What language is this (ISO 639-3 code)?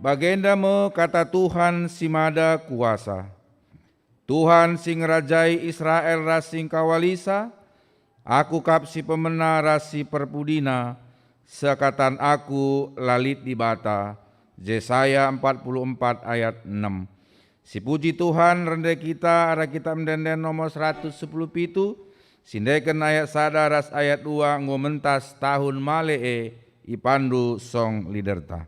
btx